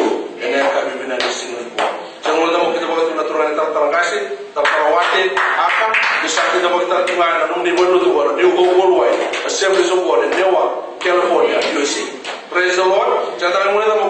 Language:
Fijian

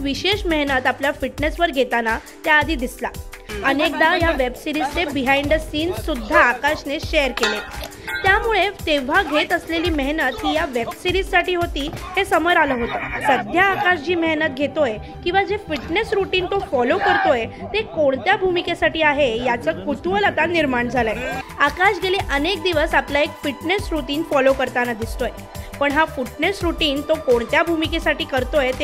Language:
Marathi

